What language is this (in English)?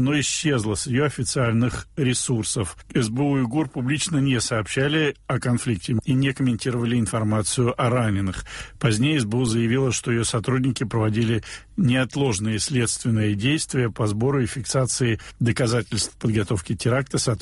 Russian